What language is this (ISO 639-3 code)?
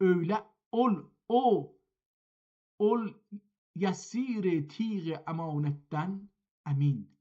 azb